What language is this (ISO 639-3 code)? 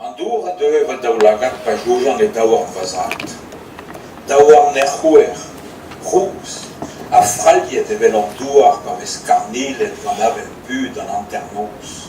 bre